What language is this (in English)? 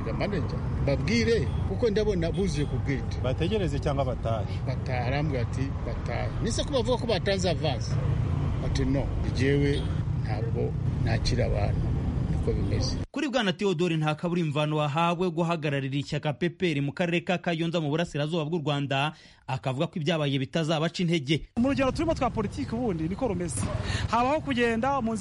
Kinyarwanda